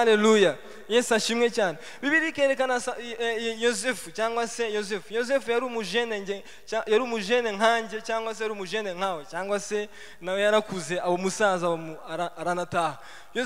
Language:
Kinyarwanda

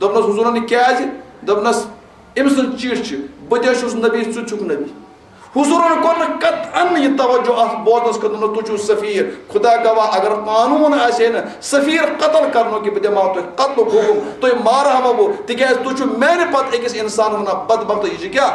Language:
Kashmiri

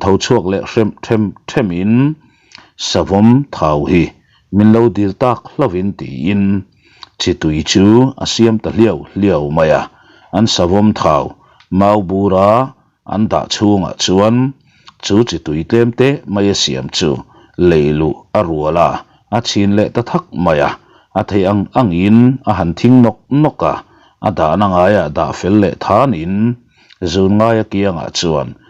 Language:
Mizo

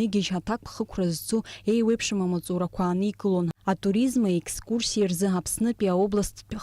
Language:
Abkhazian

